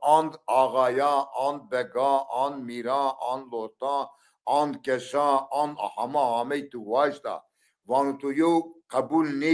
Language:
Zaza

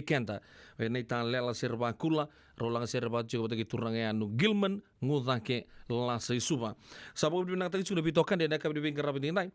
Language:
Fijian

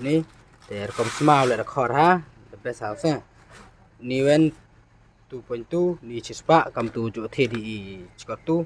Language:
Khasi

